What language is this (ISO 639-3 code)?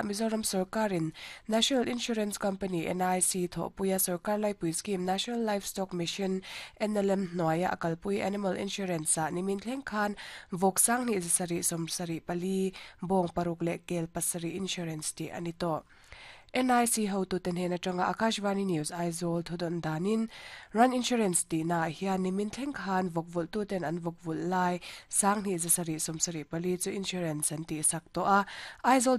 lus